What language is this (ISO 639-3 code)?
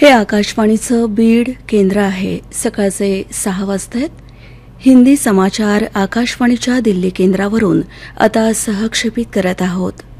mar